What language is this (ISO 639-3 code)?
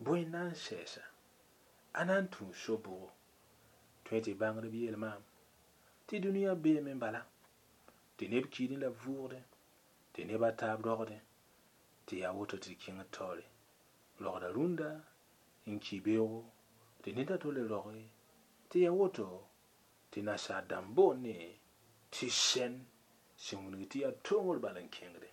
mos